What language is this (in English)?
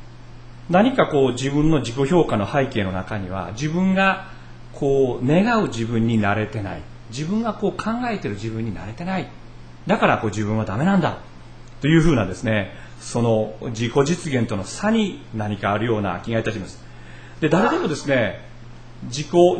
Japanese